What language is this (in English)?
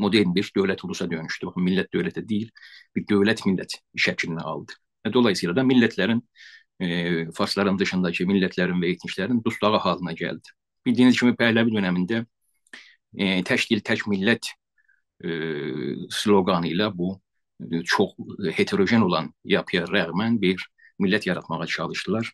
South Azerbaijani